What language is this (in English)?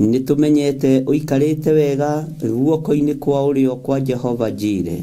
Kikuyu